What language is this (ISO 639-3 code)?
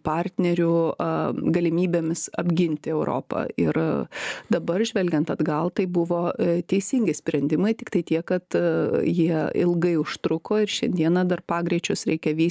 lit